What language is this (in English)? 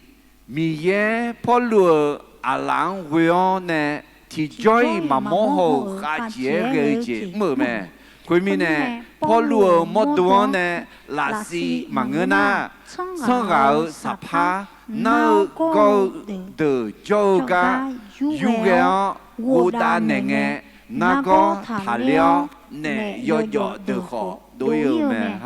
Akha